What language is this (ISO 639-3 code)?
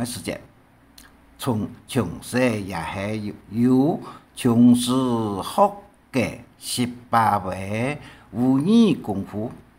hak